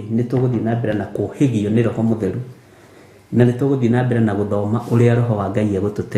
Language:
Kikuyu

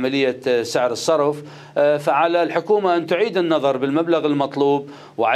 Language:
Mesopotamian Arabic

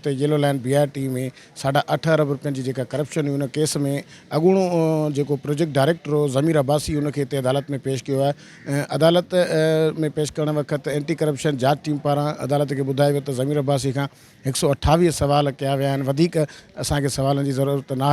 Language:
Sindhi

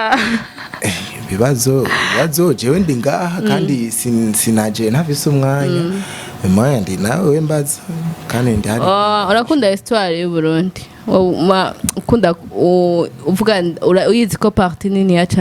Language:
Rundi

